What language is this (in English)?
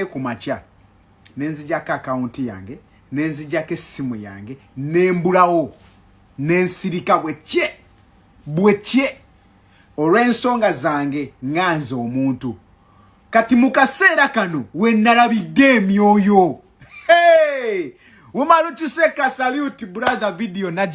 Ganda